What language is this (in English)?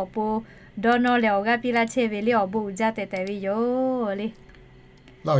Lahu